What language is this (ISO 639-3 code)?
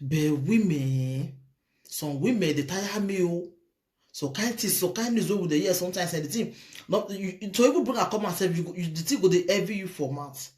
pcm